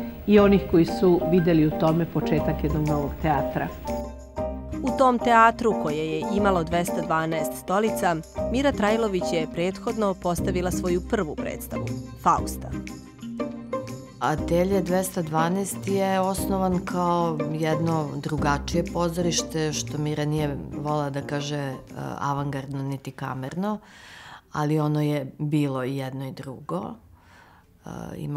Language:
Serbian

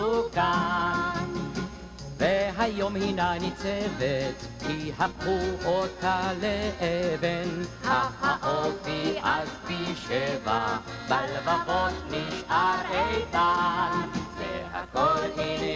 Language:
Hebrew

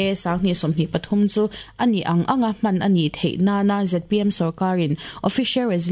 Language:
Mizo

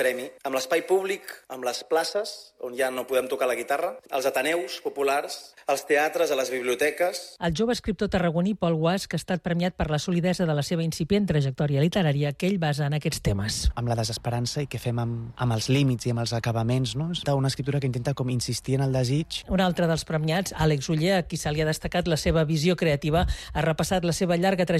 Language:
Catalan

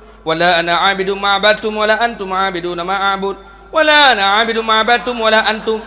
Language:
Achinese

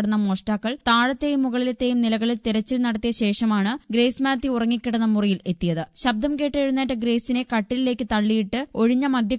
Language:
Malayalam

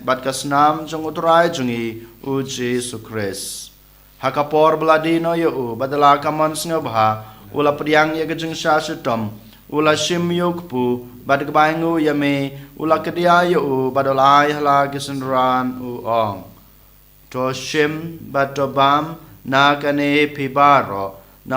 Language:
Khasi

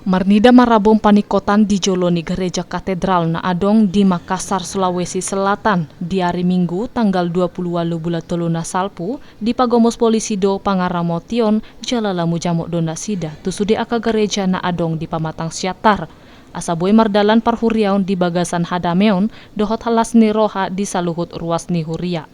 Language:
Batak Toba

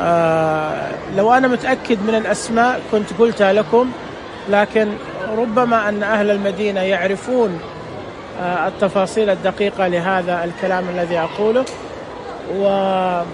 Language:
Najdi Arabic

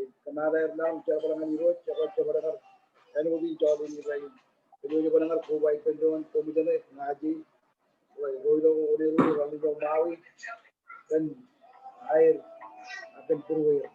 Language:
Marshallese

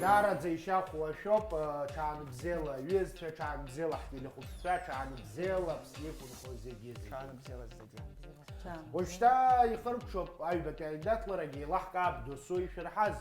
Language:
Abkhazian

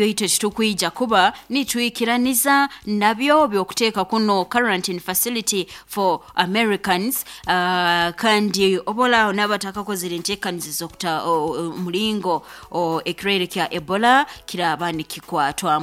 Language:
Nyankole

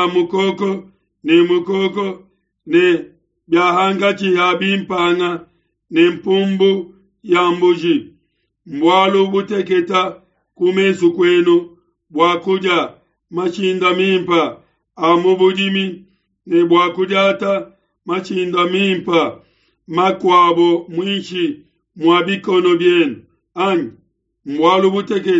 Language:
Luba-Lulua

